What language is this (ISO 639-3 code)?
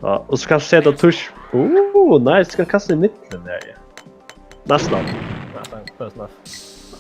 fao